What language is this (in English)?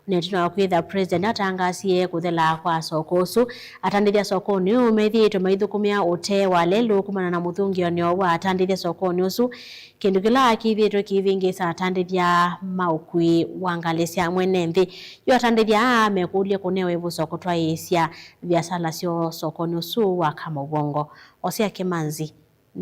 Kamba